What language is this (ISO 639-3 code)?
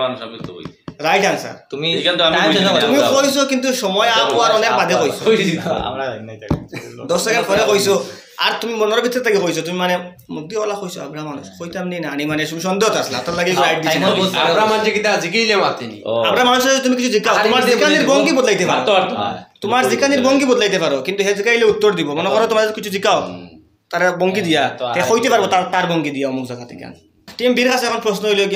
syl